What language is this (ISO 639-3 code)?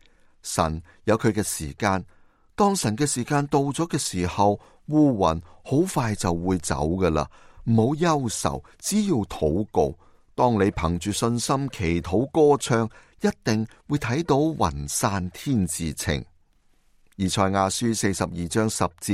yue